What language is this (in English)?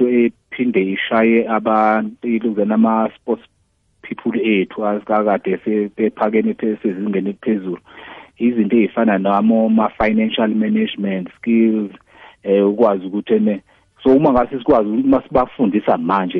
South Ndebele